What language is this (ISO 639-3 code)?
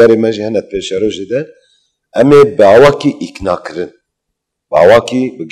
kur